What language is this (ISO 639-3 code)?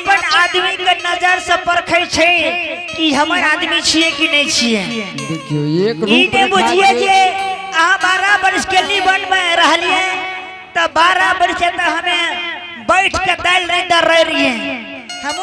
anp